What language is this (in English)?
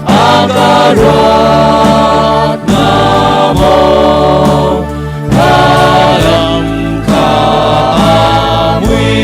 Hakha Chin